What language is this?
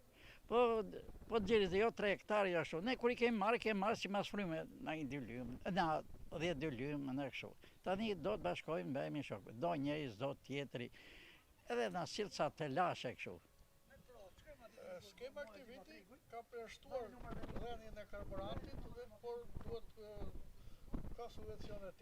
Albanian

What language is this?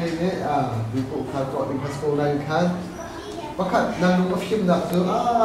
Hakha Chin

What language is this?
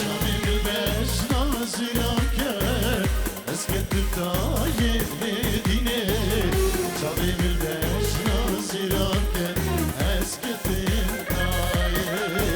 Kurdish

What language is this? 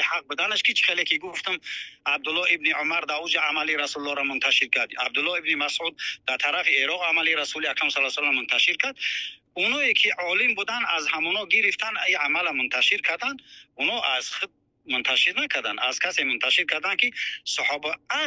Tajik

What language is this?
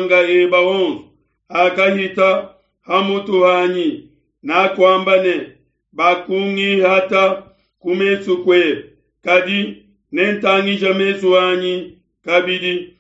Luba-Lulua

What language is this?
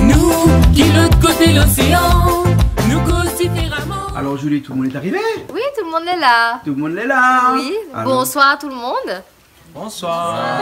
Réunion Creole French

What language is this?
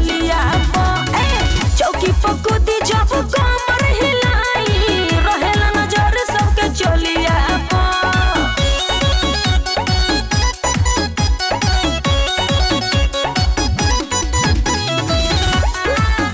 Bhojpuri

